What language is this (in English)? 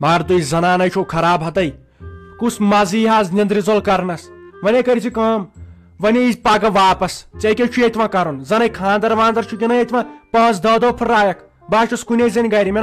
Kashmiri